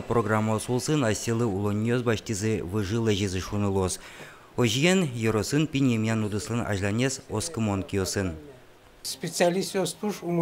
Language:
Udmurt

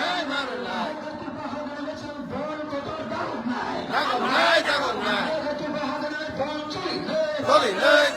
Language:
Kok Borok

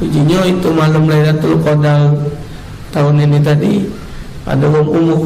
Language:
Musi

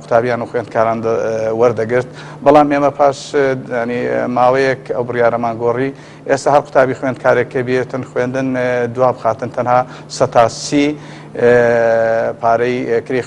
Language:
Central Kurdish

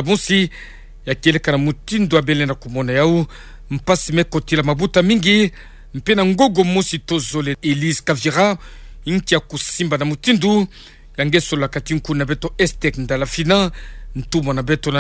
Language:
Kituba (Democratic Republic of Congo)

